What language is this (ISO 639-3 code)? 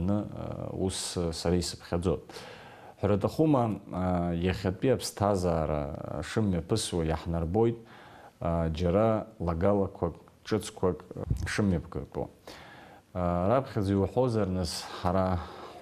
abk